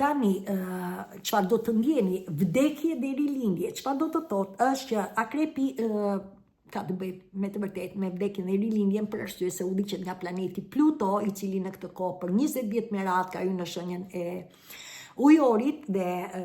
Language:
Albanian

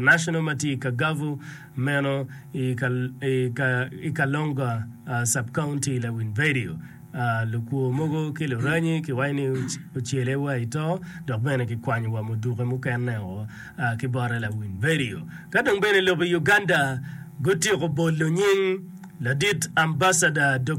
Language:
Acoli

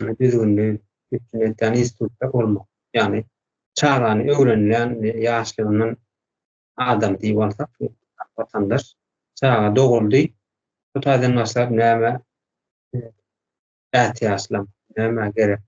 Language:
Turkmen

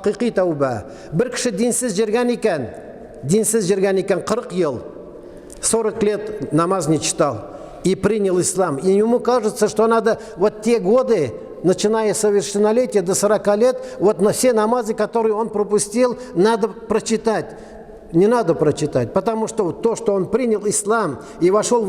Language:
Tatar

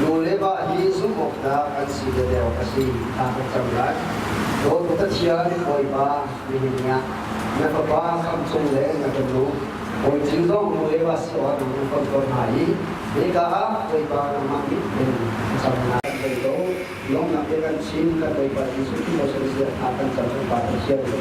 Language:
Hakha Chin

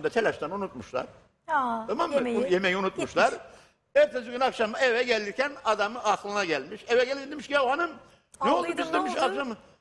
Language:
Turkish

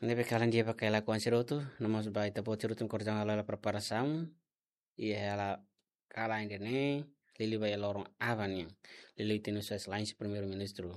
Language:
Tetum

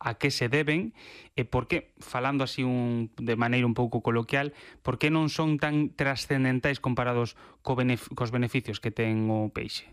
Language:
Galician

